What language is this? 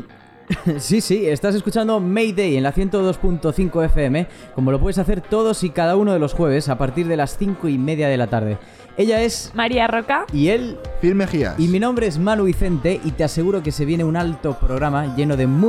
Spanish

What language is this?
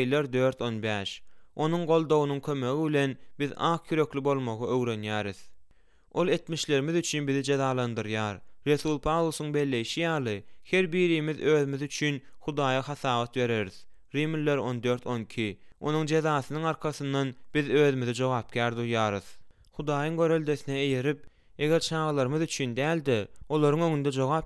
Turkmen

